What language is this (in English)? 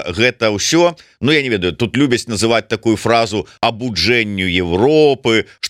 Belarusian